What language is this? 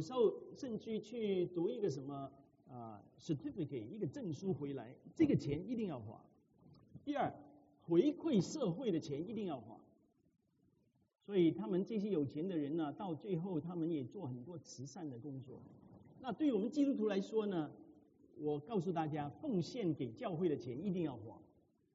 Chinese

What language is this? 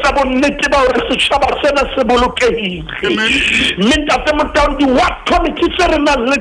Southern Sotho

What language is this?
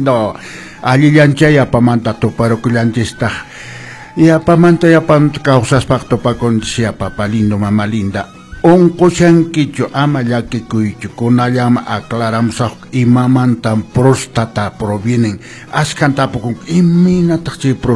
Quechua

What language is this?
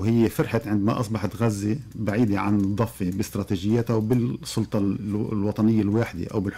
Arabic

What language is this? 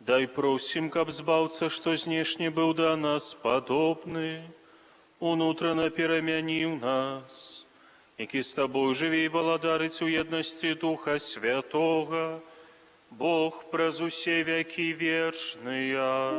Belarusian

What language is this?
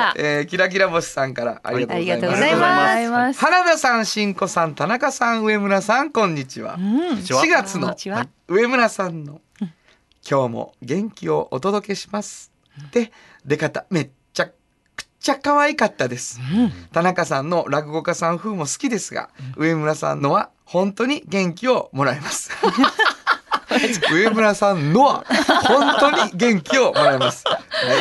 Japanese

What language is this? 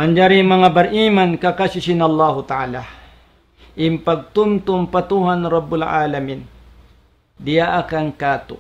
Tausug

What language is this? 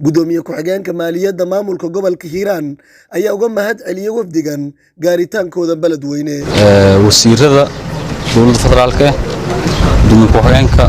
Somali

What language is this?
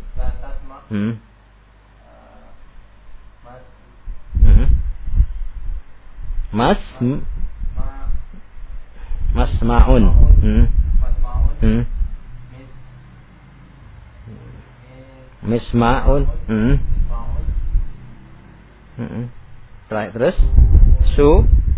Indonesian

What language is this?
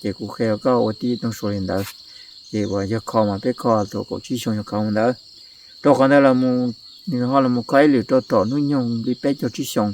Hmong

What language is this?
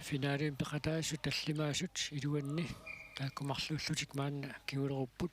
Kalaallisut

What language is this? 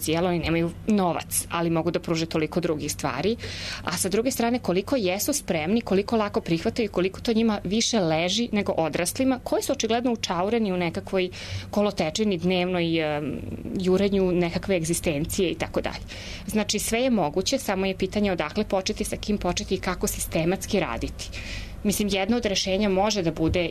Serbian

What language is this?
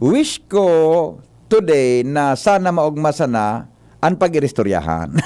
Bikol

